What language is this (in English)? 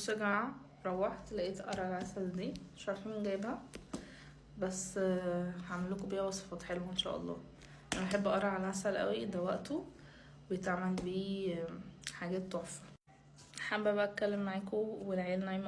Egyptian Arabic